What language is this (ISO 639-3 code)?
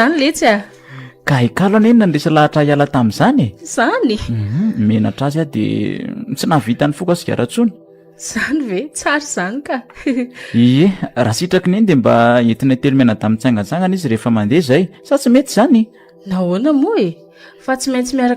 mlg